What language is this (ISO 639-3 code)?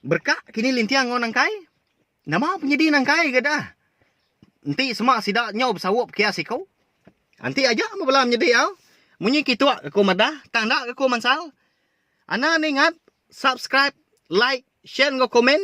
iba